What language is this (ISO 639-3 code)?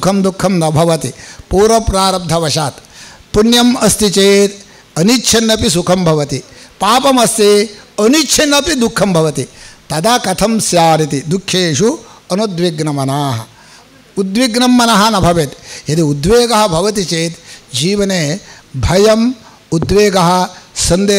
san